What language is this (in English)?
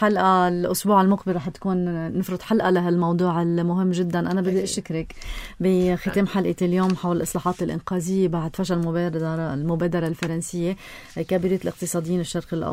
North Levantine Arabic